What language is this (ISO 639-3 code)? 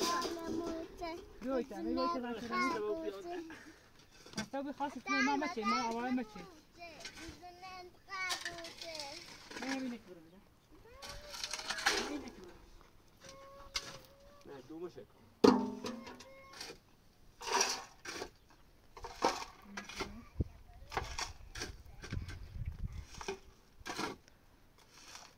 fas